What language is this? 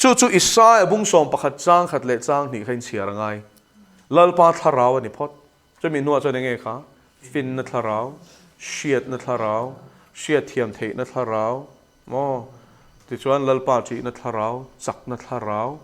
Mizo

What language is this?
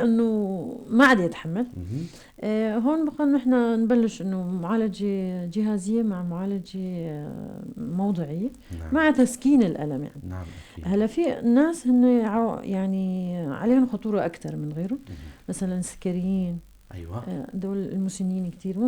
North Levantine Arabic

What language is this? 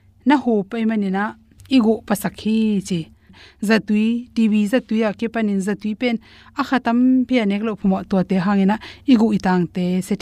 Tedim Chin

